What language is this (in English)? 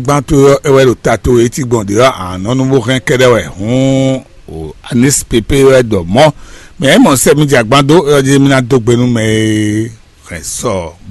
Fon